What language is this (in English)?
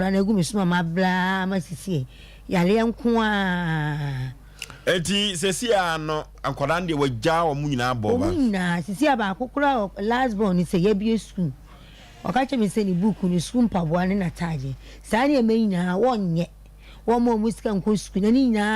Akan